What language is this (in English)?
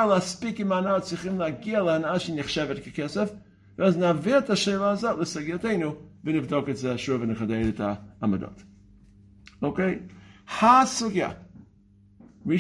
Hebrew